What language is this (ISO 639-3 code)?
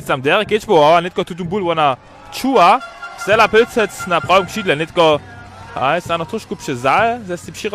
hsb